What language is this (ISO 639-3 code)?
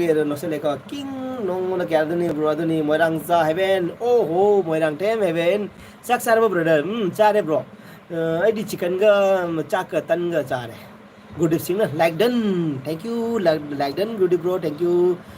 mni